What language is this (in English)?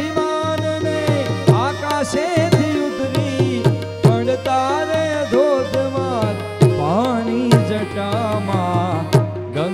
Gujarati